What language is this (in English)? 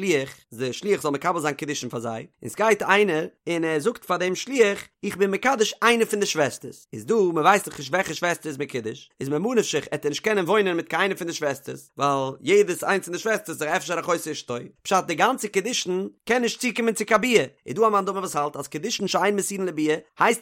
Yiddish